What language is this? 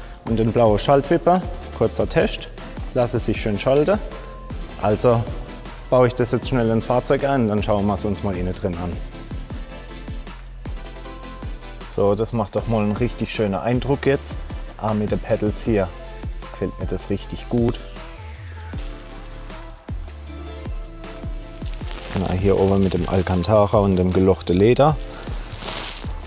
German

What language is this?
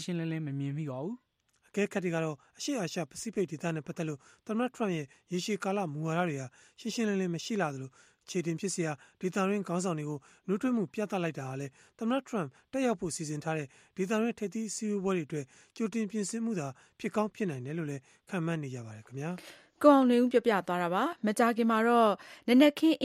Burmese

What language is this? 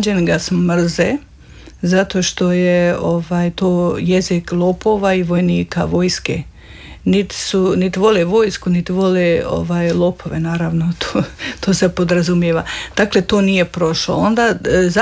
Croatian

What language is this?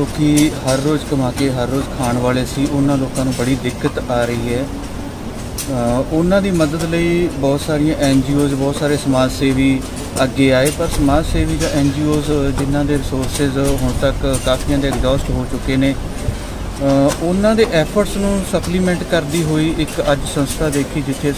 Punjabi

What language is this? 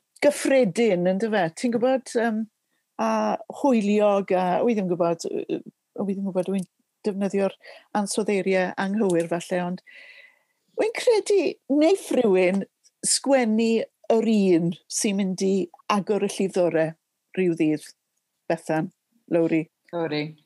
Welsh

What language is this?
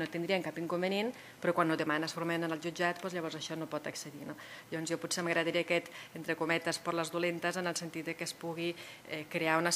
Catalan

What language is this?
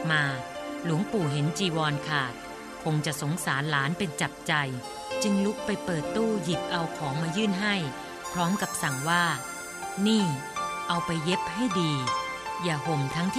Thai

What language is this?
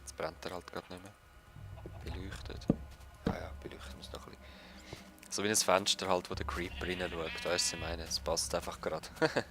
Swiss German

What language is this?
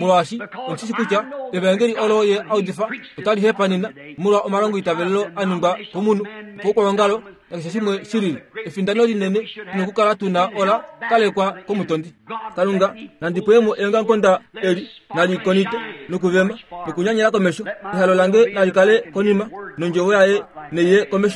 Kuanyama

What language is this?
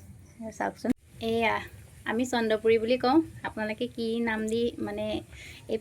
Assamese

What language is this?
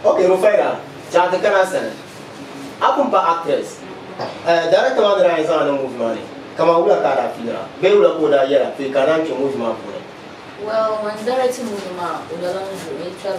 Dagbani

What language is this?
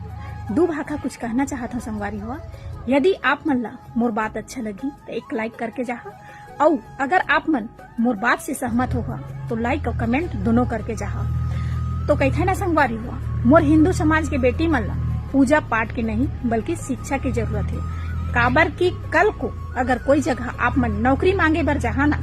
Chhattisgarhi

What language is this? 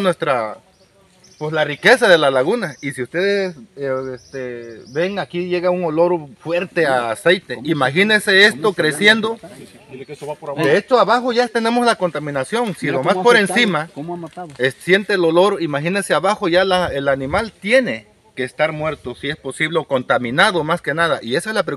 Spanish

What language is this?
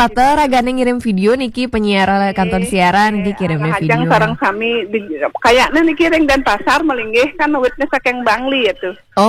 Balinese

